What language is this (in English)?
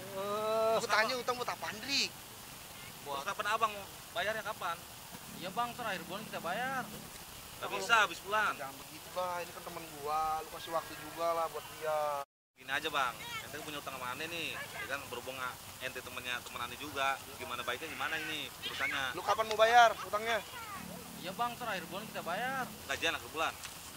Betawi